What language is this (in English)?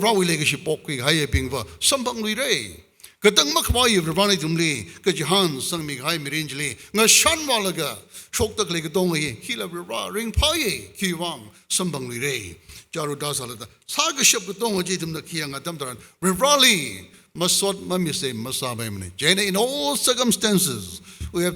Tangkhul Naga (India)